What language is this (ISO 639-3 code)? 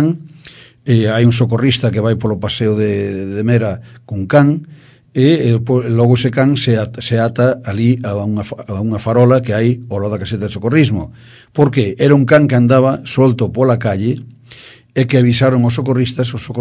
glg